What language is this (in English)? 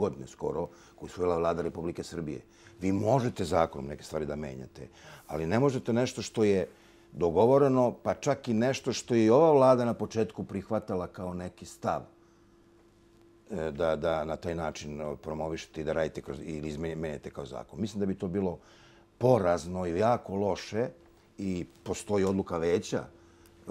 Serbian